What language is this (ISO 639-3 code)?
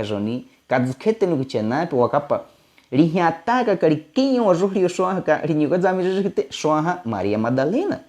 bwi